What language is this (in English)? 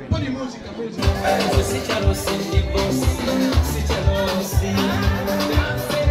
English